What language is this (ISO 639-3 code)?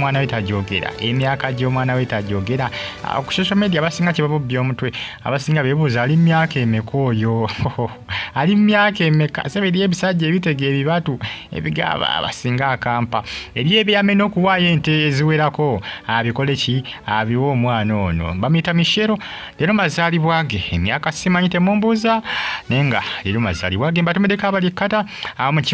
lug